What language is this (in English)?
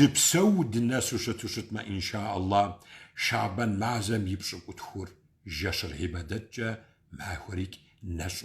Kabardian